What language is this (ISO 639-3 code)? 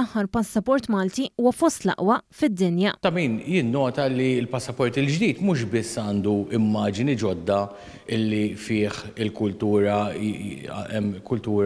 mlt